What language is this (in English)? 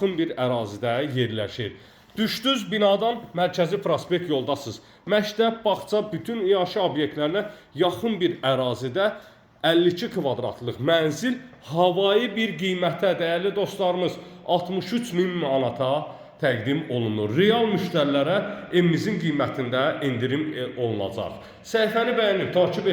Azerbaijani